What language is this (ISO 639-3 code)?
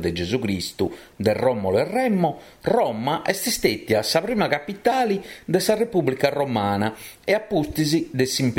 srd